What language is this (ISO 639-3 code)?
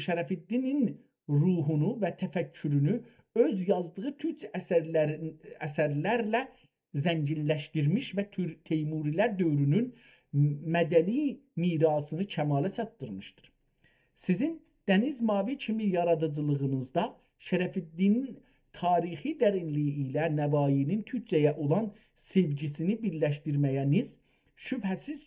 azb